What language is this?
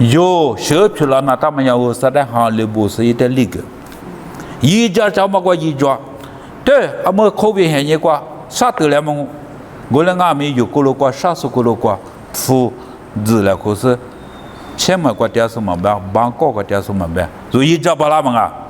Lisu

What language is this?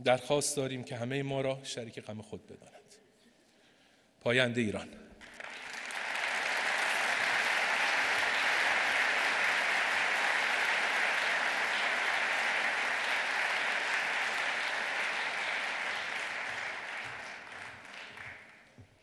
Persian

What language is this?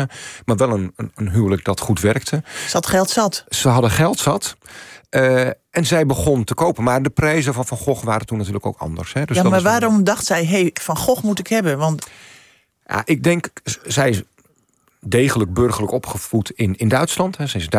Dutch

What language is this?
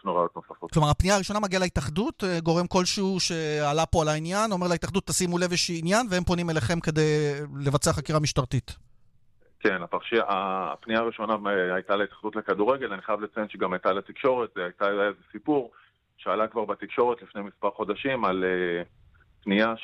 Hebrew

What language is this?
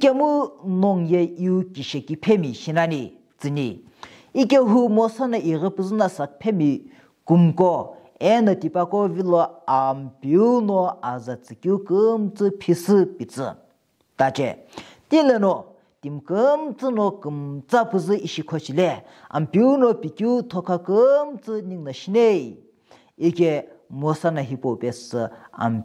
Sumi Naga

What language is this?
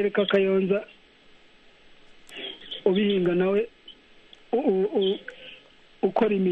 Kinyarwanda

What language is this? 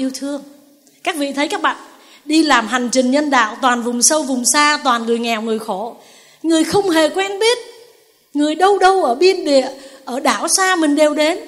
Vietnamese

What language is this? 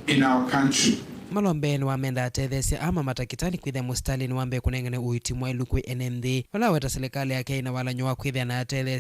Kamba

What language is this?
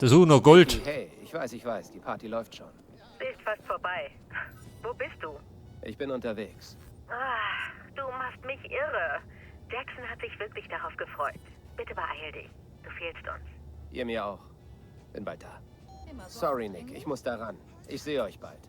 Bavarian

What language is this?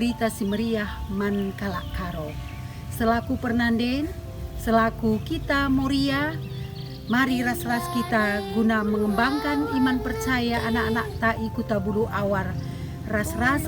Batak Karo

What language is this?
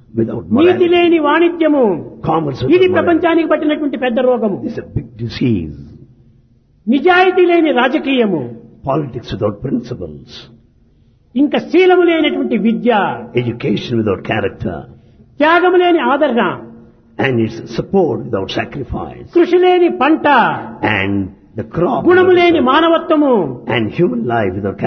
Telugu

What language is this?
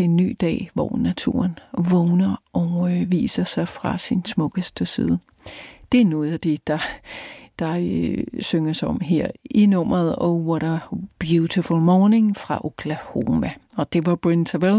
Danish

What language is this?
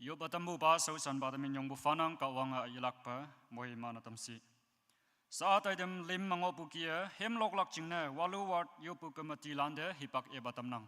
Konyak Naga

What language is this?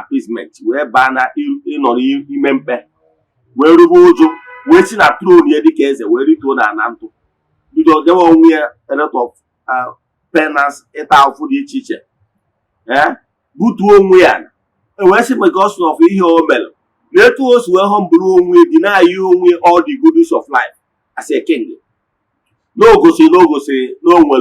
Igbo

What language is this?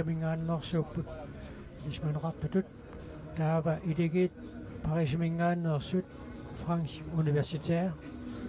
Kalaallisut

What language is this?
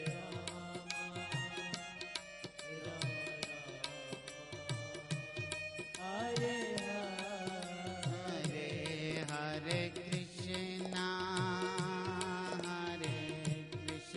Hindi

